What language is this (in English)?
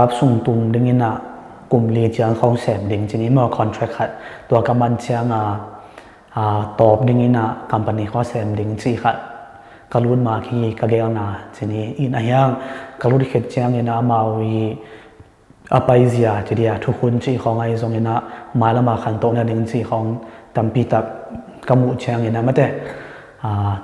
Tedim Chin